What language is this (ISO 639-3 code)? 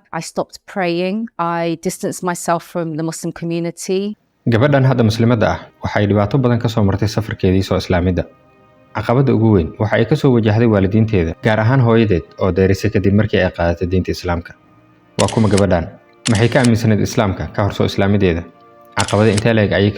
som